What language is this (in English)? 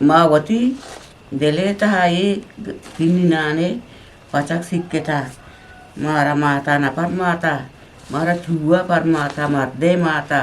Eastern Balochi